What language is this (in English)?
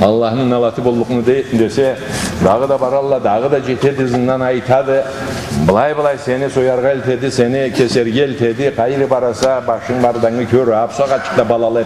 Karachay-Balkar